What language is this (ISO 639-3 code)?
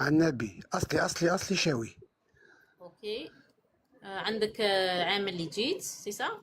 arq